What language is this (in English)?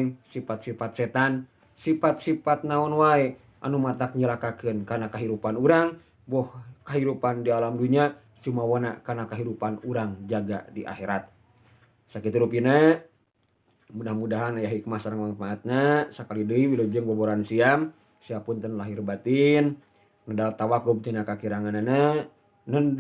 Sundanese